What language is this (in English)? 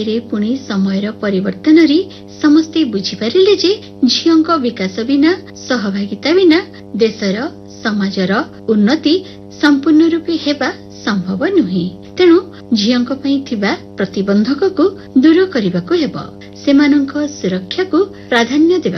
Odia